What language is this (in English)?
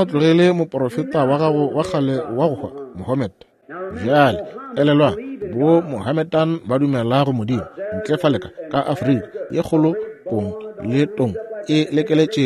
Northern Sotho